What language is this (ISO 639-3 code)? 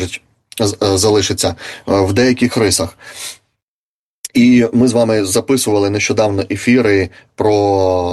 ukr